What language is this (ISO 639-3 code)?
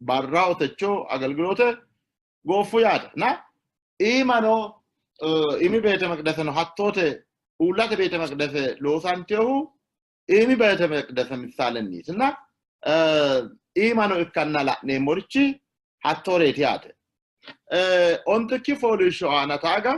sid